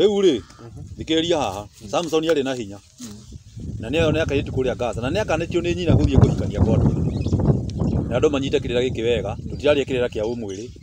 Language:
Kikuyu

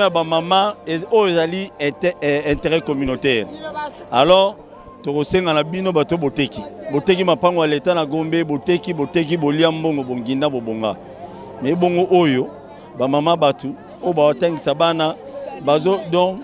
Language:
Lingala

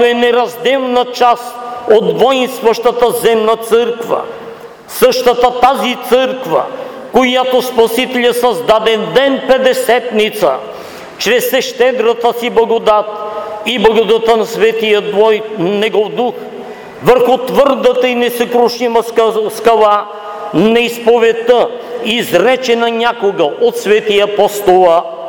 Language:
Bulgarian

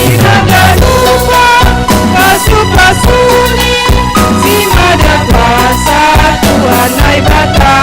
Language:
Batak Simalungun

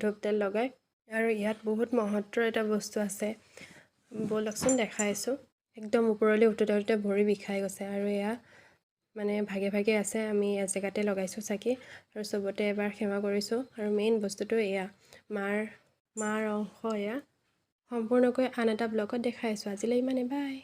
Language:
Assamese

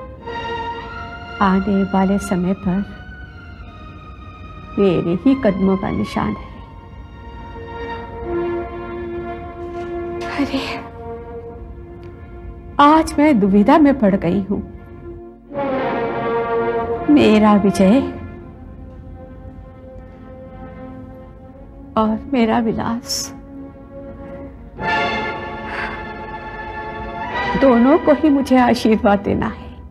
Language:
Hindi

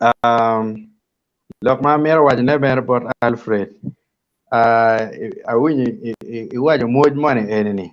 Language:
Acoli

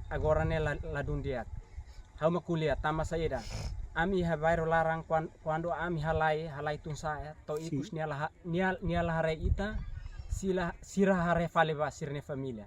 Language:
Tetum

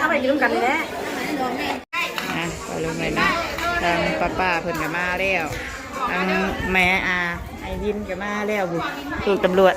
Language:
Lao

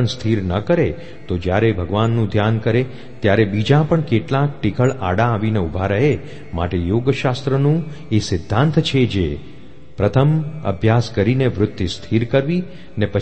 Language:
Gujarati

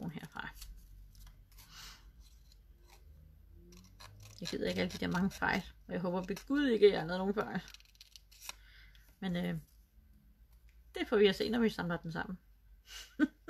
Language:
Danish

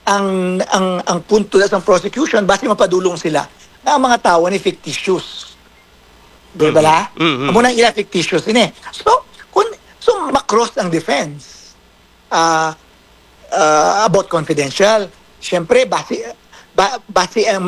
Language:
Hiligaynon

